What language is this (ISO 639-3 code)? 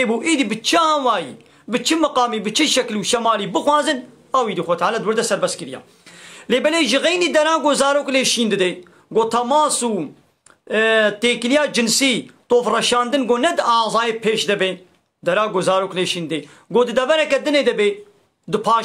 kur